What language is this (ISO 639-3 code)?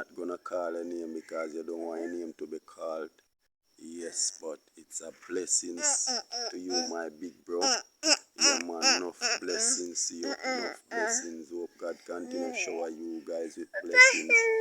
jam